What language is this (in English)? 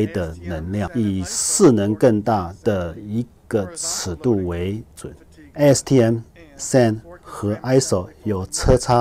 Chinese